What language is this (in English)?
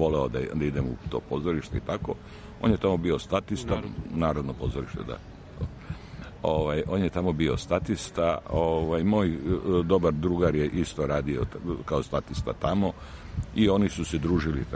Serbian